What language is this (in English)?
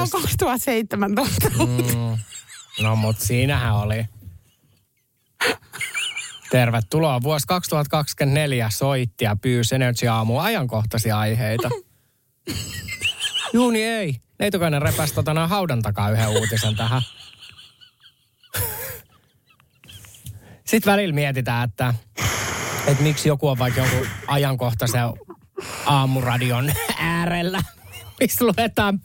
Finnish